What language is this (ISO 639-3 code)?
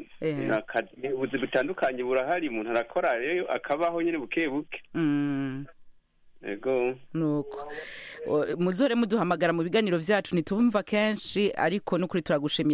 run